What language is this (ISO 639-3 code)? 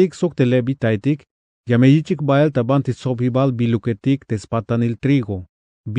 tzh